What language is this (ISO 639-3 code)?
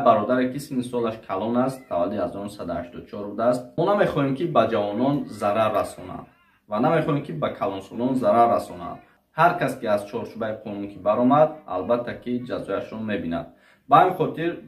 tgk